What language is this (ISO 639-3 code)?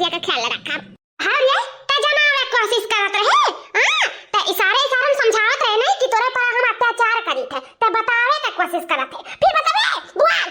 awa